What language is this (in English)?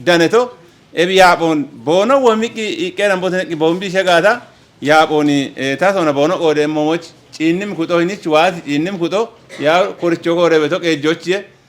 Kafa